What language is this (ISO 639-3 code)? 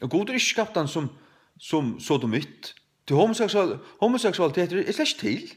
fao